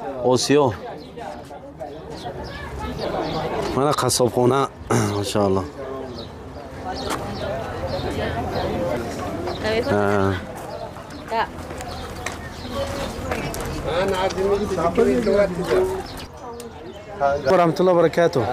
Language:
Persian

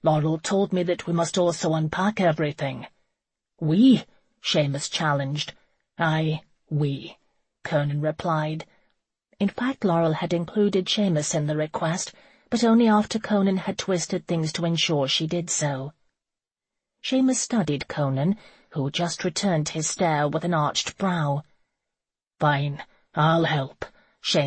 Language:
English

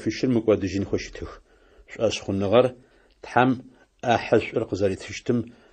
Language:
Adyghe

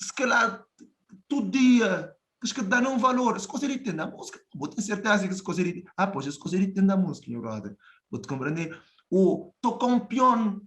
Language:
Kabuverdianu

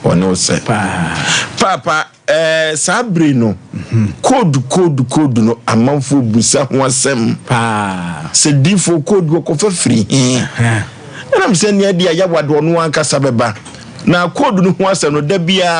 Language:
Akan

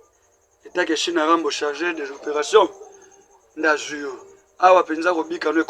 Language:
Lingala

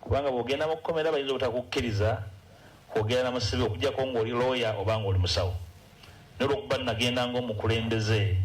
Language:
Ganda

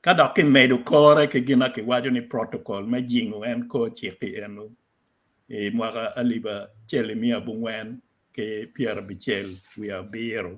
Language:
Acoli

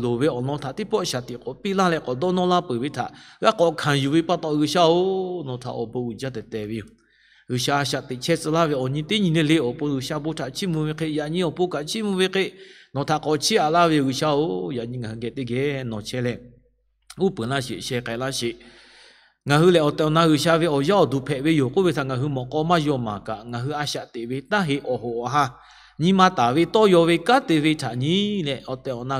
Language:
Lahu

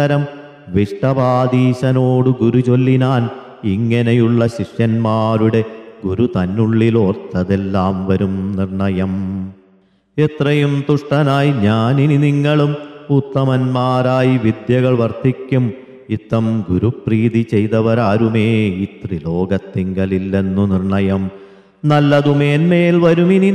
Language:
Malayalam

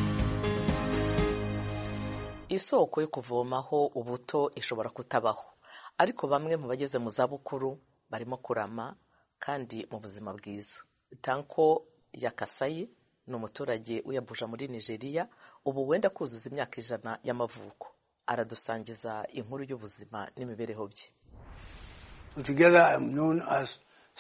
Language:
Kinyarwanda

